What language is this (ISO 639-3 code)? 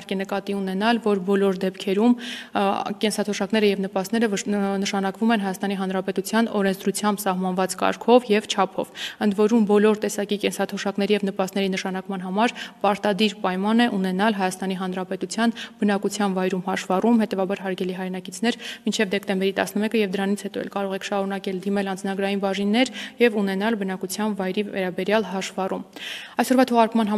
hye